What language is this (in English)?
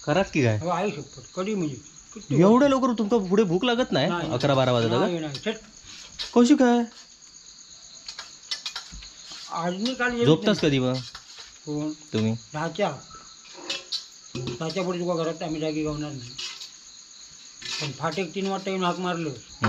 Marathi